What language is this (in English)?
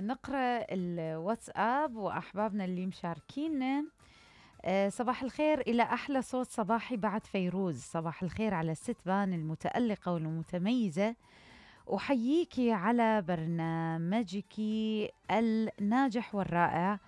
Mesopotamian Arabic